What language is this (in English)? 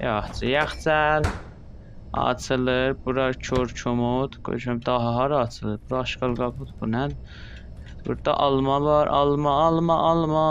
South Azerbaijani